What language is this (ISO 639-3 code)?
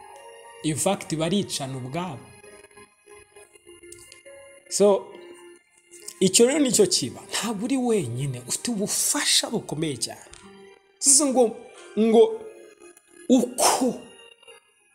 kin